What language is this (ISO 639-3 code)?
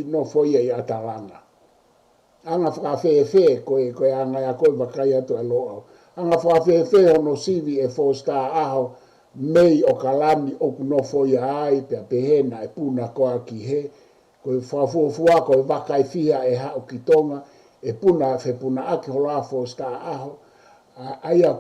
ton